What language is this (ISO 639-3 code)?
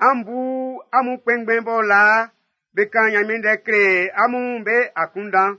bci